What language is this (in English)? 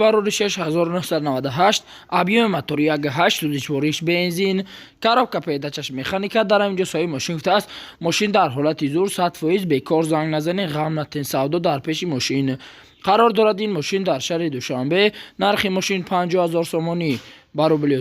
Tajik